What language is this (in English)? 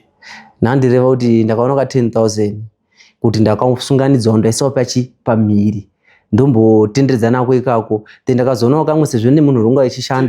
Shona